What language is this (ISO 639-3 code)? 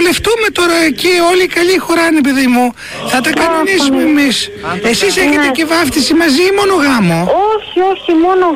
ell